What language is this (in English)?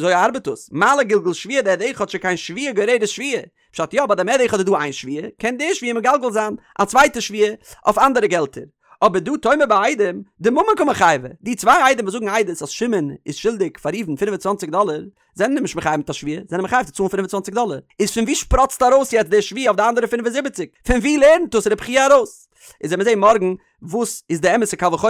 Yiddish